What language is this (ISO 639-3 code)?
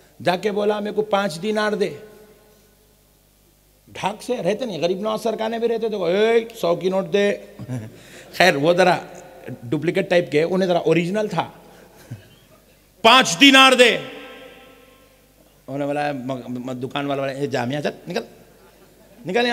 urd